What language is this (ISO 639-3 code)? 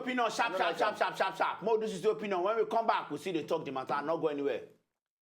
pcm